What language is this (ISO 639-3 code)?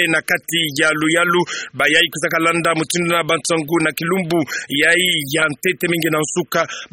ktu